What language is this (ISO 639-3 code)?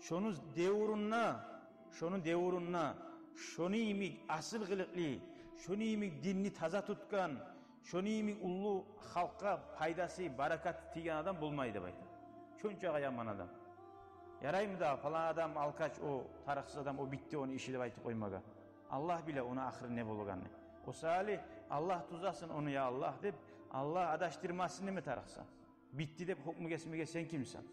kum